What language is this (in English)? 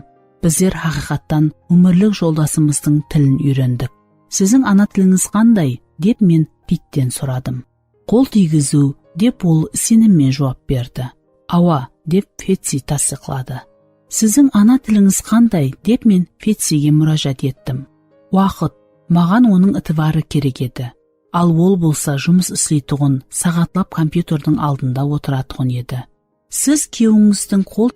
Kara-Kalpak